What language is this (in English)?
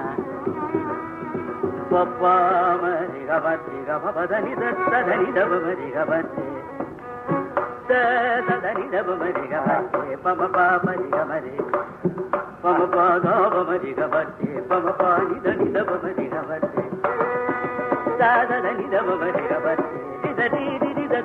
Tamil